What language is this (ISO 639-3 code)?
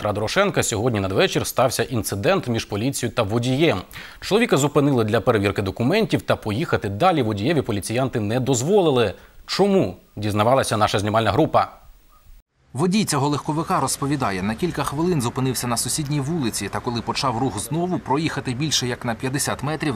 ukr